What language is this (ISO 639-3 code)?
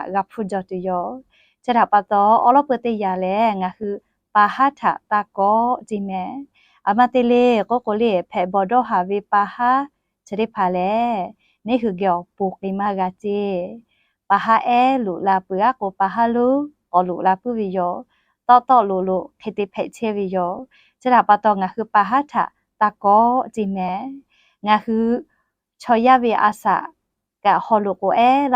lhu